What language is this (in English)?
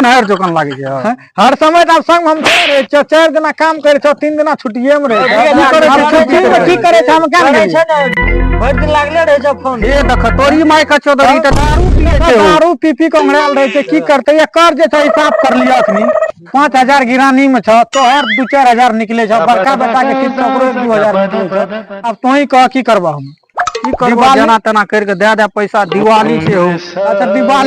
Maithili